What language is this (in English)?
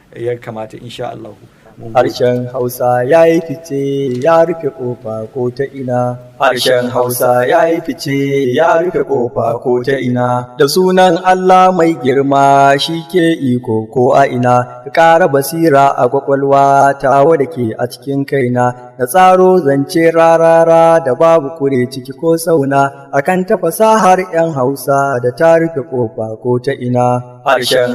Hausa